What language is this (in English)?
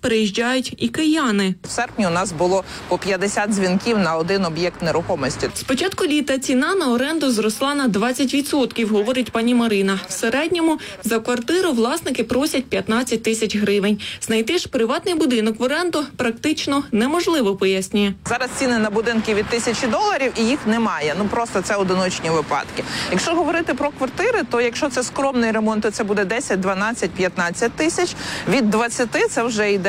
Ukrainian